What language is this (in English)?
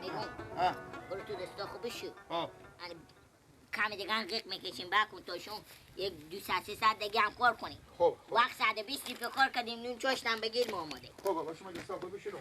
Persian